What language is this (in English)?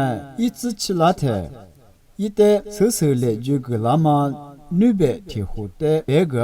Lisu